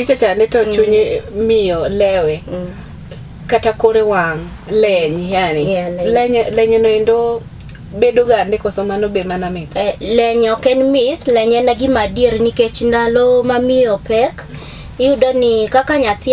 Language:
Luo (Kenya and Tanzania)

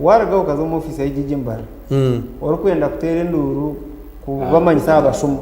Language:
Nyankole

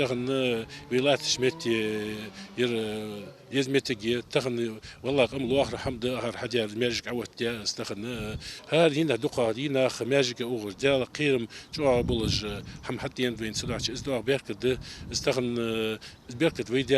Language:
Ingush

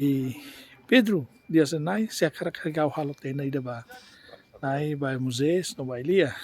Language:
Tetum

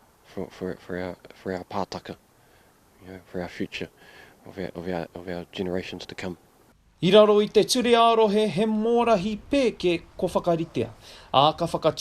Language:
Māori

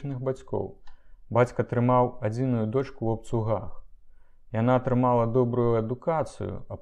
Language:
Belarusian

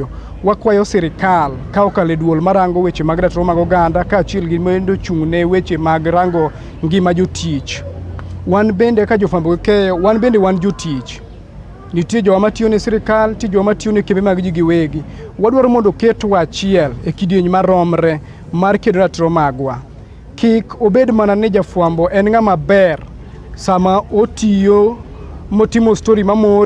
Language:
Luo (Kenya and Tanzania)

